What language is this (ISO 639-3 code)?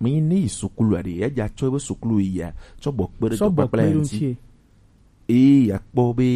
gej